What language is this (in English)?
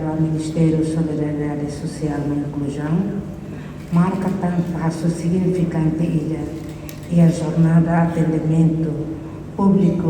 Tetum